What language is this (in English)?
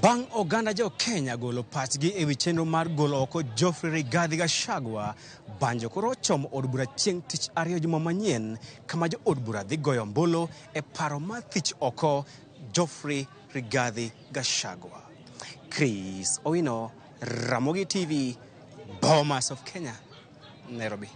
Luo (Kenya and Tanzania)